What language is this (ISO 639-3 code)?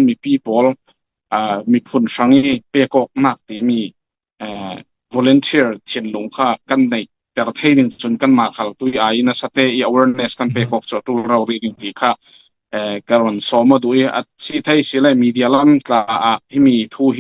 cfm